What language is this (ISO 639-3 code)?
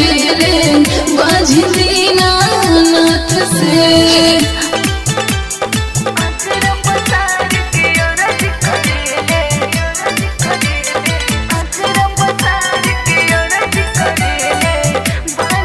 bho